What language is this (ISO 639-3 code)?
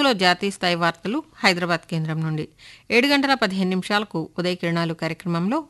tel